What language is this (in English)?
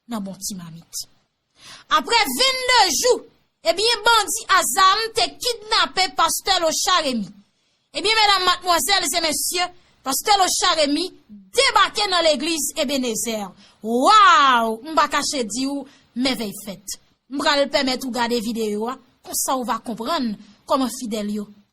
Haitian Creole